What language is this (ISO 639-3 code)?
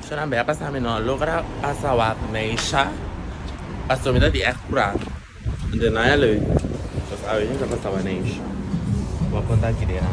pap